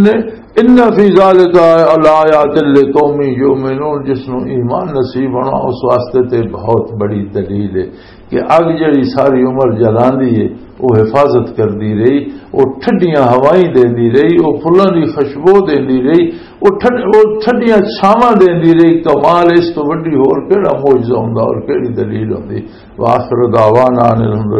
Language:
Western Panjabi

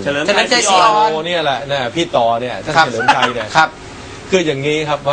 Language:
Thai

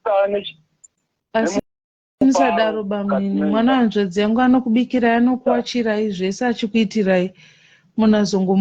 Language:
Shona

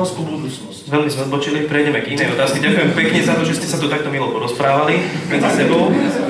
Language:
Slovak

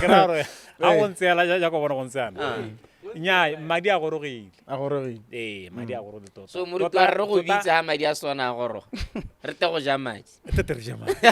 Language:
Tswana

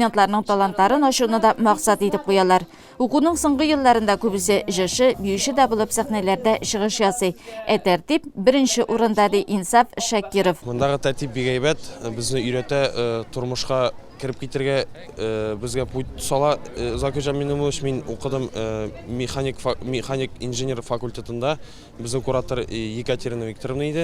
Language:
Tatar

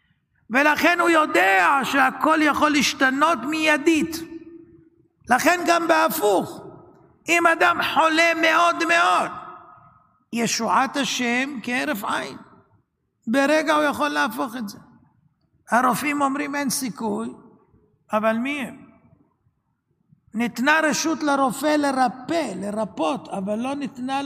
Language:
Hebrew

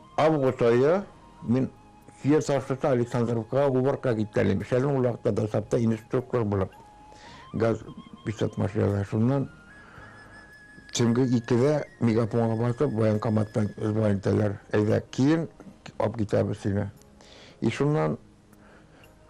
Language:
Tatar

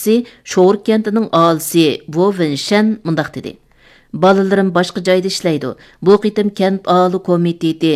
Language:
Uyghur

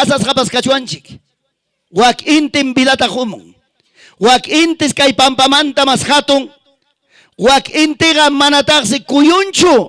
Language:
Ayacucho Quechua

